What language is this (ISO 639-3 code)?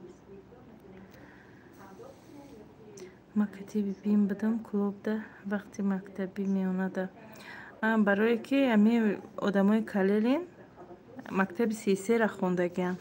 tgk